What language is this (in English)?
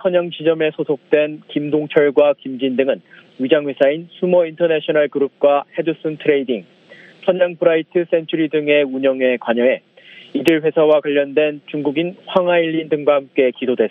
Korean